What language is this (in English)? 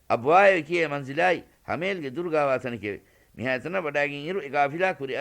Divehi